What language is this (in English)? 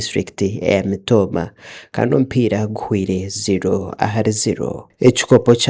Nyankole